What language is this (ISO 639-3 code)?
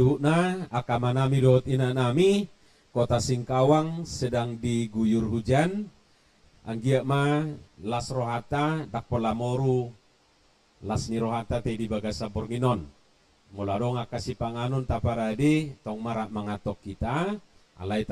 bbc